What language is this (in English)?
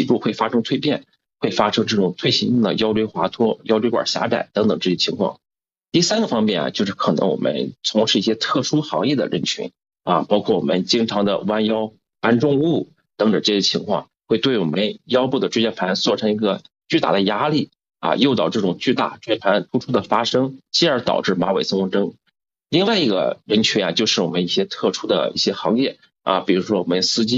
Chinese